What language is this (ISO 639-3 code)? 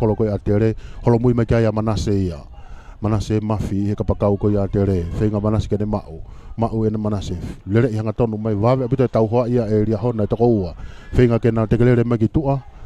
ton